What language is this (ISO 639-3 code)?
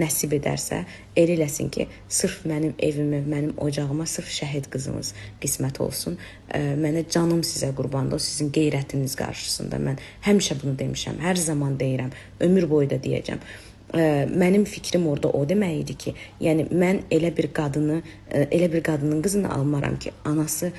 aze